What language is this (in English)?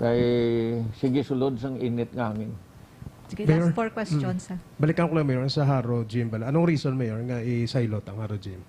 Hiligaynon